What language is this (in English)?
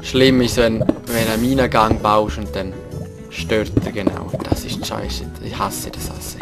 Swiss German